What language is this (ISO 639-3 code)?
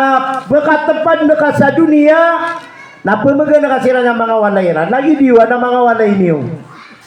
mrw